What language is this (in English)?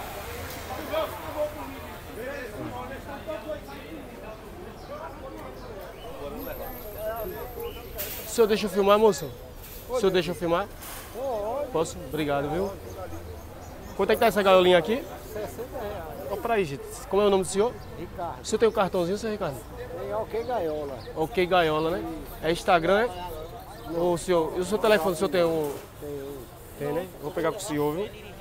Portuguese